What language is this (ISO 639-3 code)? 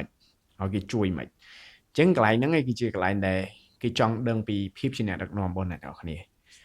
khm